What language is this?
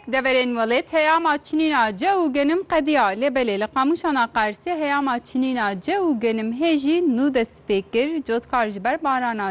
Kurdish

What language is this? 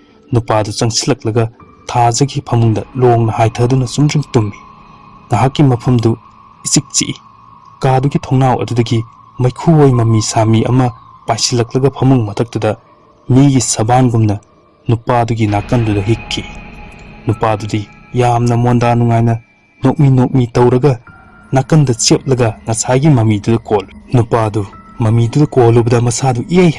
Manipuri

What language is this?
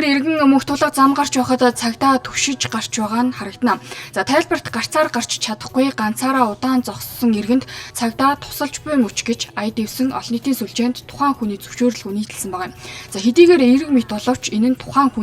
Mongolian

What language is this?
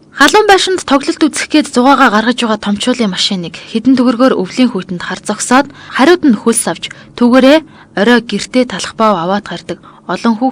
Mongolian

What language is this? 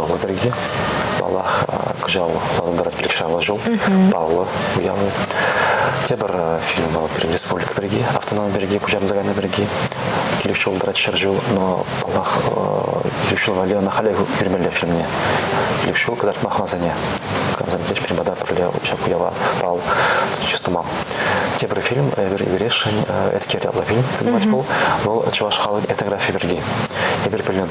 Chuvash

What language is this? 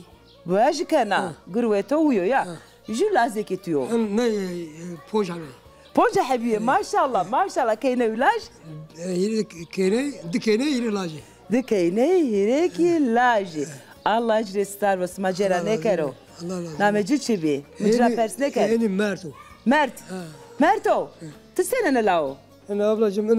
Zaza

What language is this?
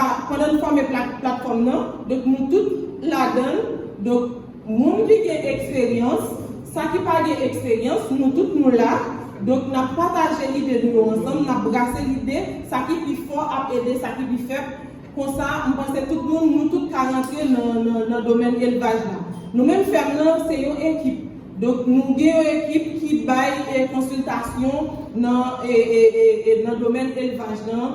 Haitian Creole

